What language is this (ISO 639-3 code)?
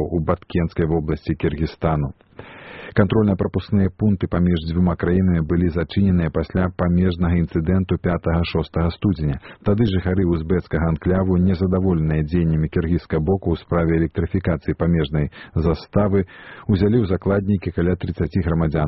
bel